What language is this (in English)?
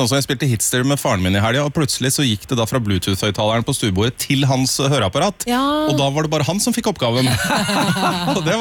Norwegian